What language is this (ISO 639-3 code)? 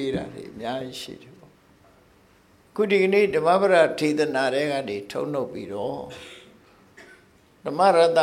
mya